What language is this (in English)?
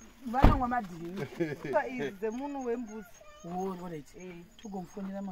Shona